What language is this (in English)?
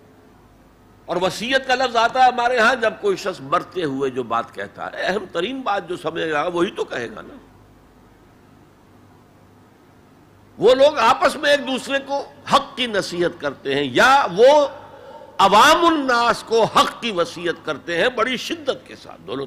Urdu